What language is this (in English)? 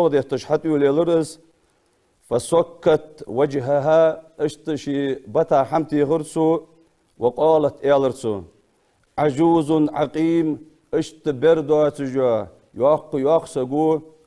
Ingush